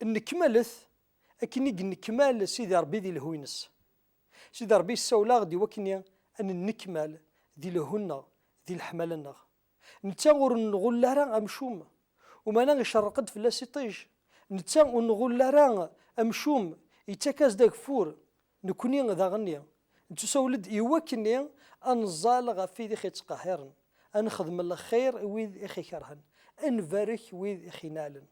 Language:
Kabyle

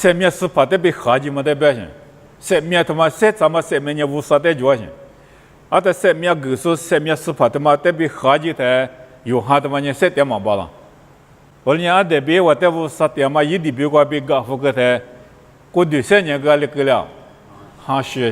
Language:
Lisu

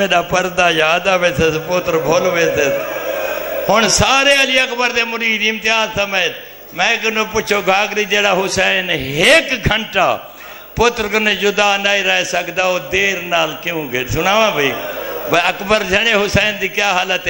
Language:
Saraiki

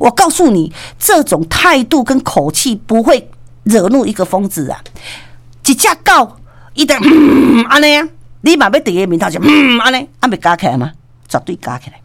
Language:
Min Nan Chinese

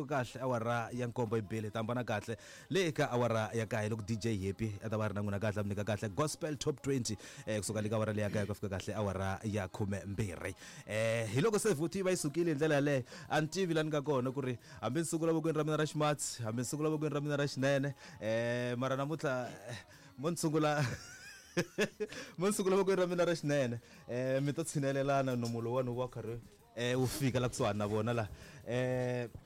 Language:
Tsonga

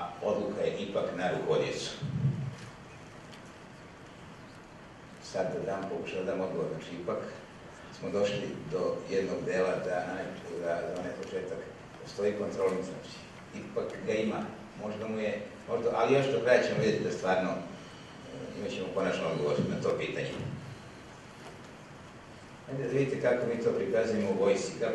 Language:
Serbian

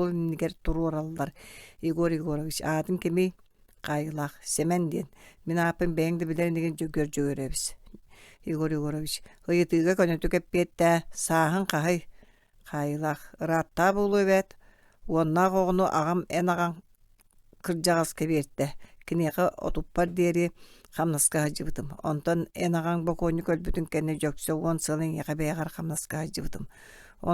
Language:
Yakut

